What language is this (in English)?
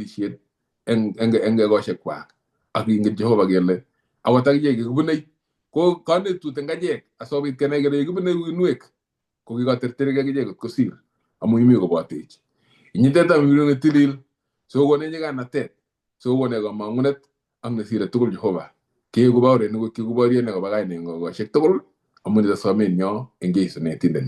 Kalenjin